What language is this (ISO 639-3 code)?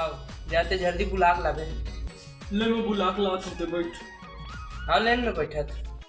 hne